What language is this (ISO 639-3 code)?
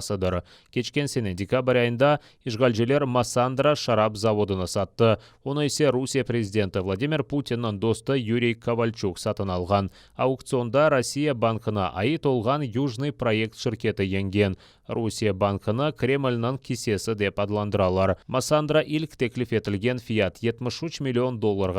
crh